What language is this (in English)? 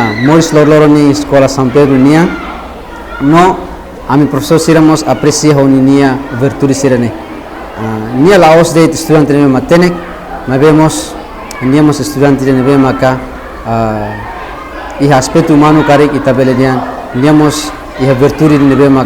Tetum